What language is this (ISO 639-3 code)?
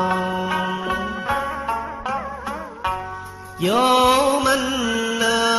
vie